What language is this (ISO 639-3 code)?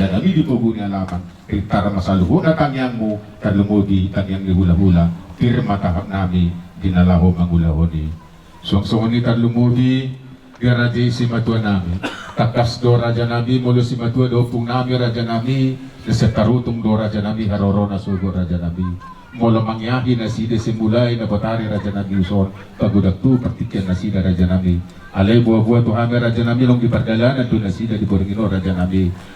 bbc